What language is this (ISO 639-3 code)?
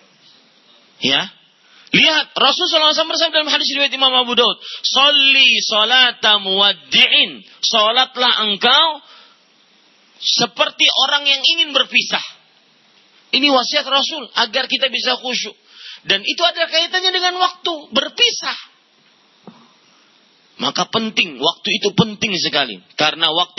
ind